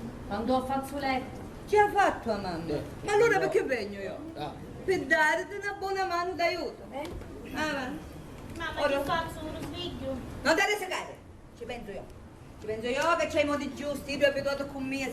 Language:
Sicilian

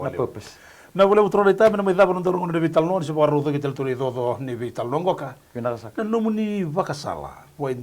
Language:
Fijian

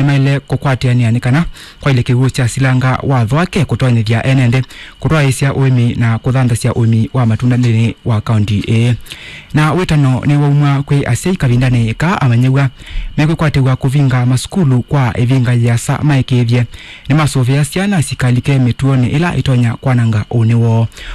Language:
Kamba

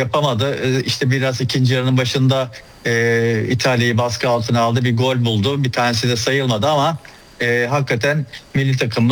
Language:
Turkish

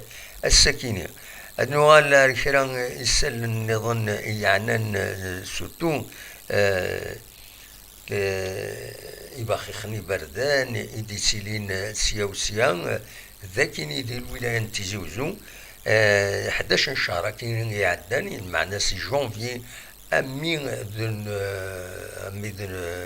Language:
Kabyle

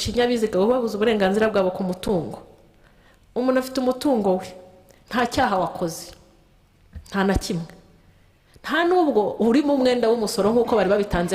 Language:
Kinyarwanda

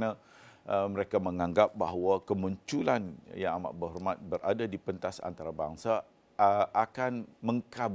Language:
Malay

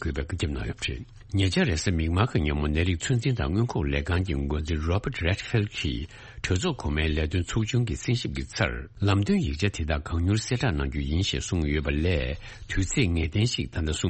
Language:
Tibetan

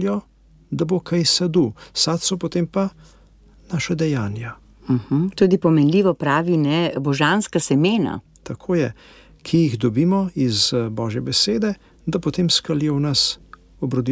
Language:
Slovenian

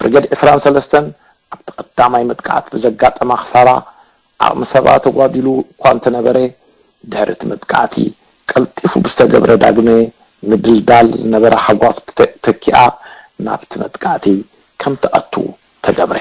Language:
Tigrinya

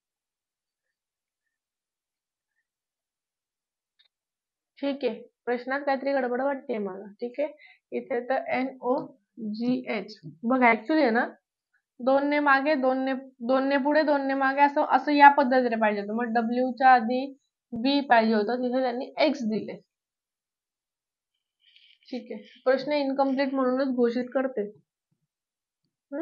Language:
Marathi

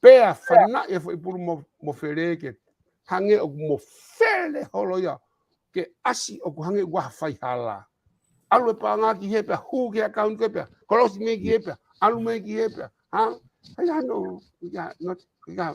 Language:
Tongan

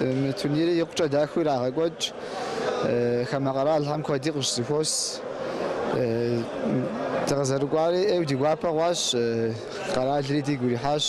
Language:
Kabardian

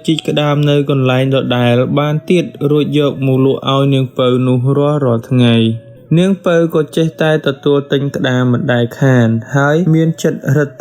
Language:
Khmer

